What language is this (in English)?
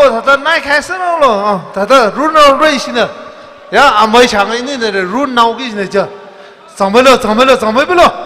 Tangkhul Naga (India)